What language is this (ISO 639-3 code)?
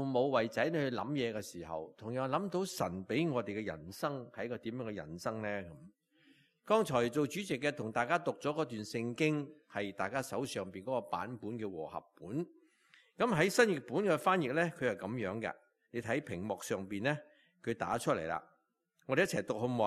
yue